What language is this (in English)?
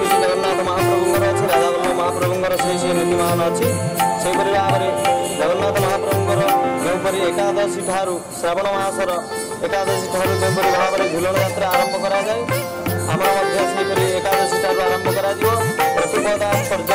Odia